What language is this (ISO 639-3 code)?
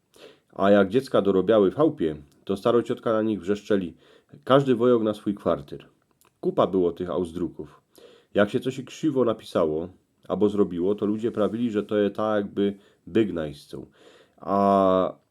szl